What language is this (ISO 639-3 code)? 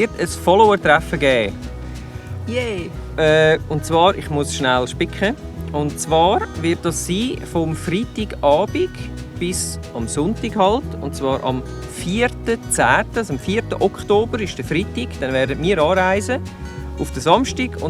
gsw